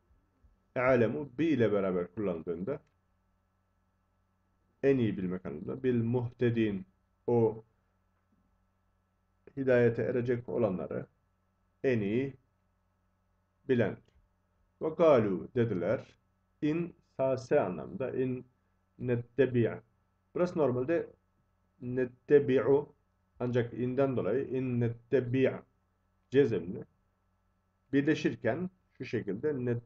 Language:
Turkish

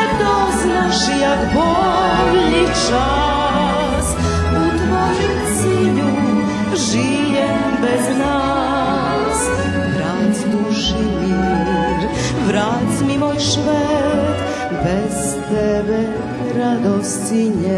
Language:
Rusyn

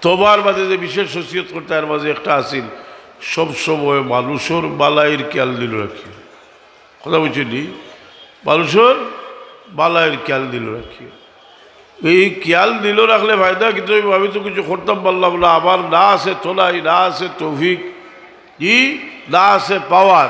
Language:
Sylheti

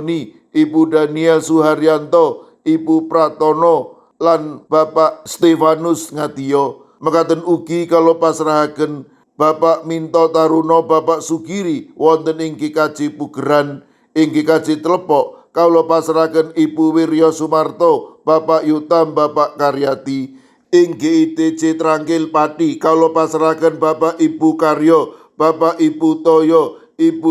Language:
Javanese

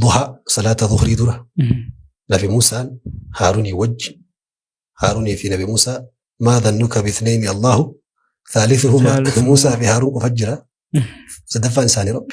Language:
Oromo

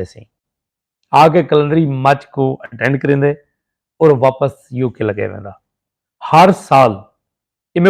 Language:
Saraiki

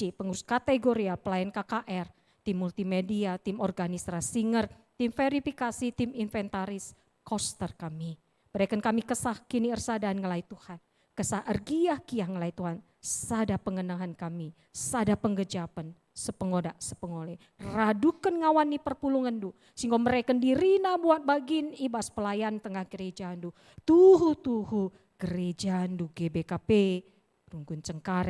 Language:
Batak Karo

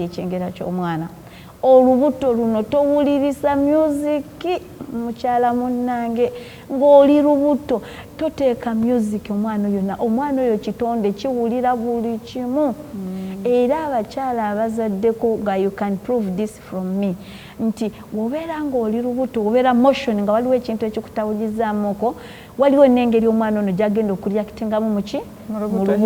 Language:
Ganda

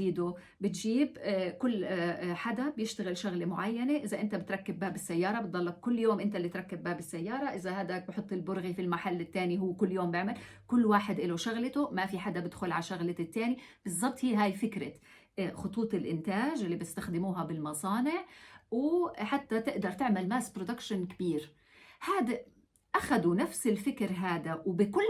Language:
North Levantine Arabic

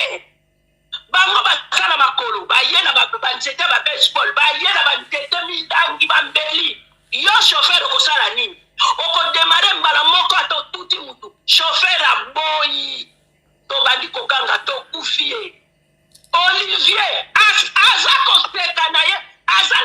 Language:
Lingala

